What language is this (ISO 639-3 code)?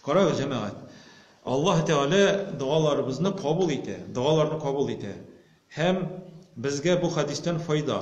tat